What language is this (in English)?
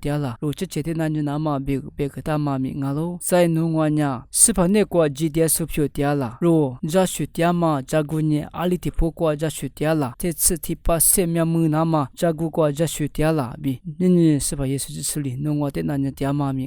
Lisu